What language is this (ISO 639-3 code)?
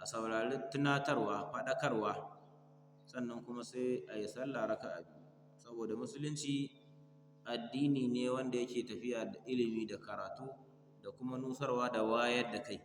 hau